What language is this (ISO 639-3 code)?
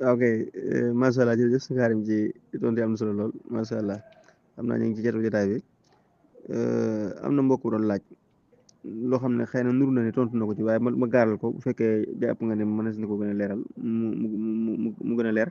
wol